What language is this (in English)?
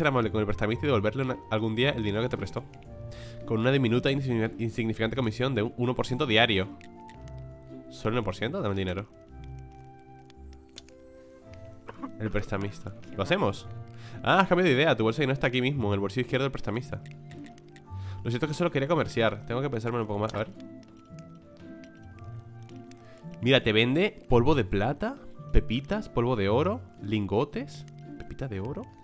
Spanish